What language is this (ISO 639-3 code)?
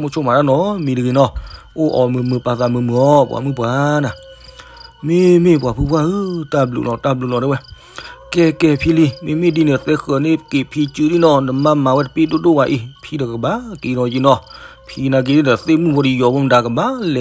ksw